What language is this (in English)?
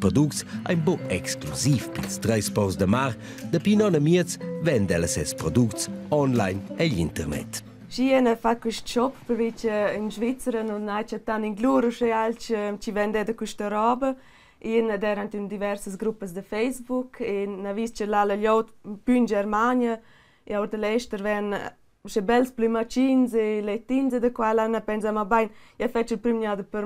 Romansh